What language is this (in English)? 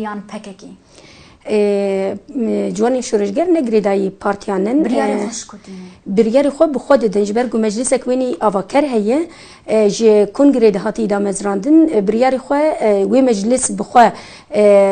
Kurdish